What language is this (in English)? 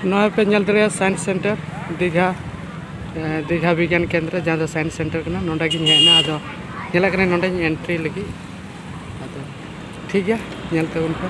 Santali